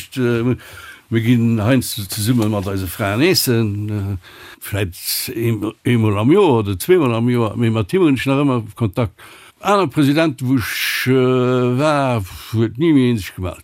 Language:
Luxembourgish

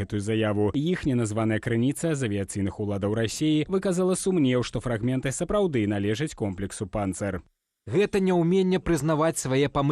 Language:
Belarusian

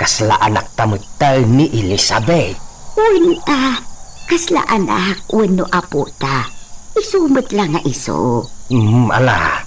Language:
Iloko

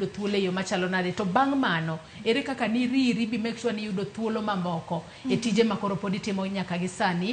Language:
Luo (Kenya and Tanzania)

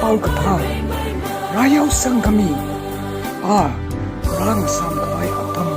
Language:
Tangkhul Naga (India)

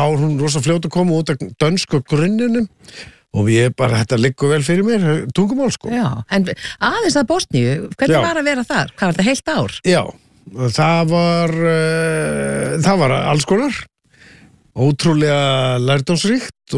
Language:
Icelandic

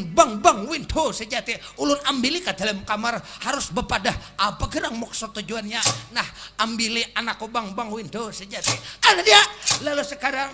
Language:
Banjar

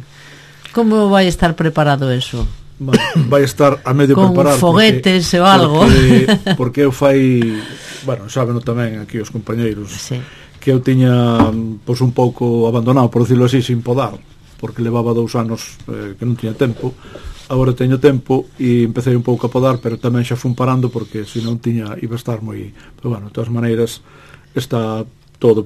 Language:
Galician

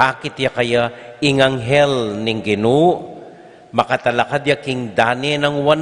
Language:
Pampanga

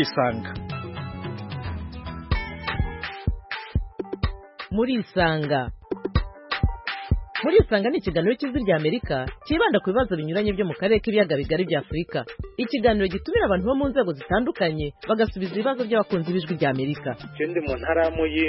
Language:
Kinyarwanda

